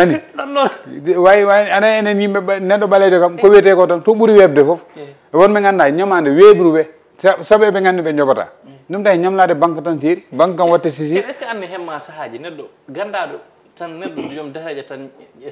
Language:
Fula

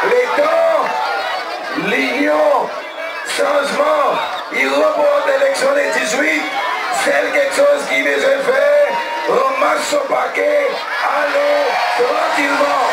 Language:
Seselwa Creole French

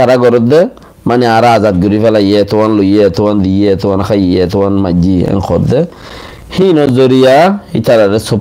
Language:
Rohingya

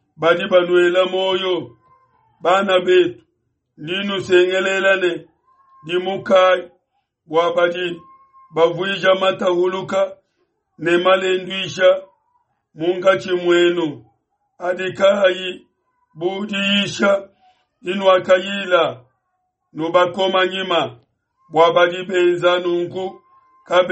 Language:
Luba-Lulua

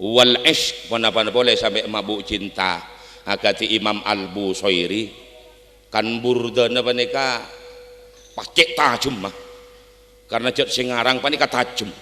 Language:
Madurese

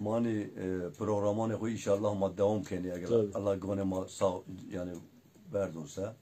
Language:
Zaza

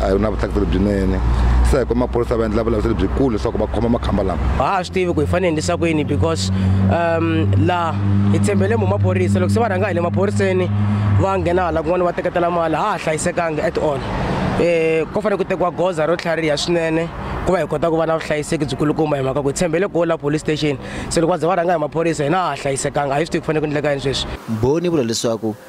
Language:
Tsonga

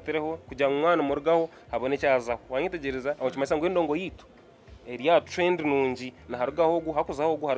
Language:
Nyankole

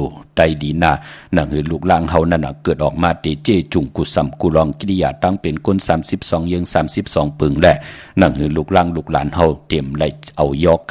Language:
Shan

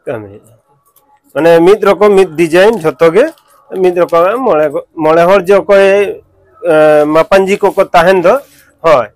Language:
Santali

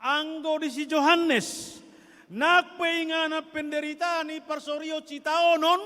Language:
Batak Toba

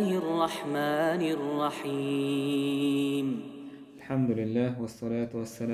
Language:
Chechen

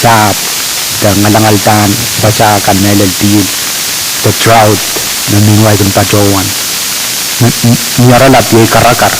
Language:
Pohnpeian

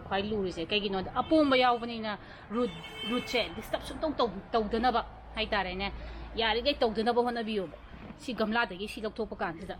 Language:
Manipuri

